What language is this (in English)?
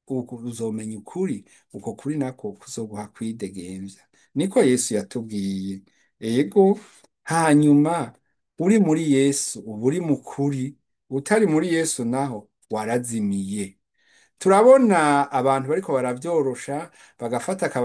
Rundi